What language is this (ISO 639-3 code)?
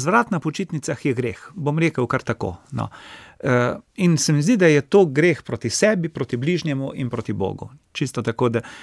slv